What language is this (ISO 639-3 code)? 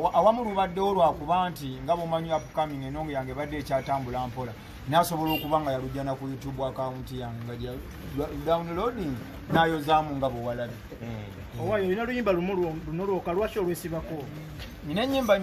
lug